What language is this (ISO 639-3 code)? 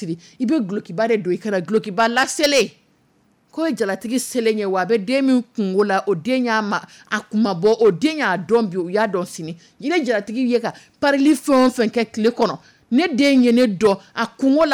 dyu